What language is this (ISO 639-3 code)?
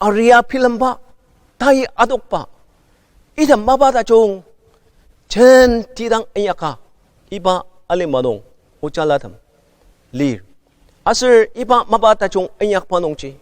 njo